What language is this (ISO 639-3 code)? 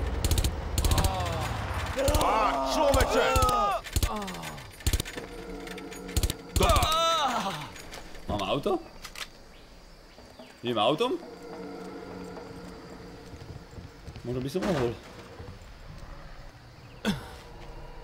slk